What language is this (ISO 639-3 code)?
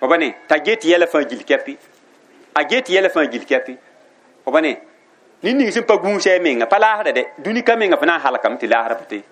mos